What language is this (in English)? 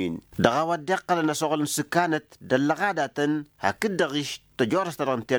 Tamasheq